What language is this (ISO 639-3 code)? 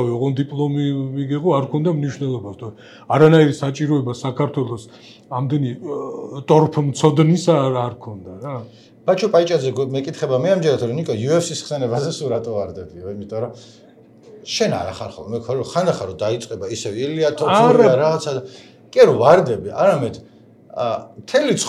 kat